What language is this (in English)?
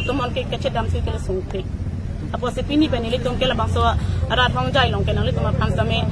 Karbi